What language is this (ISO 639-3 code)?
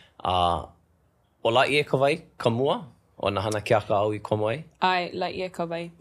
haw